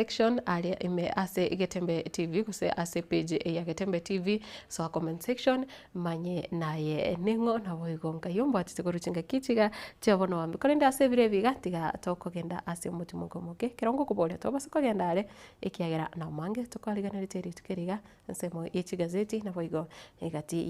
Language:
Gusii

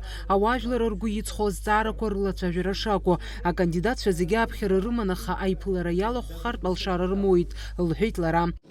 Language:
Abkhazian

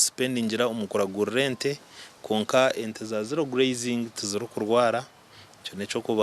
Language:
Nyankole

